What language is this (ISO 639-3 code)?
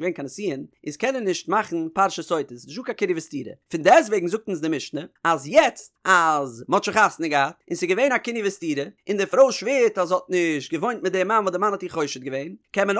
yid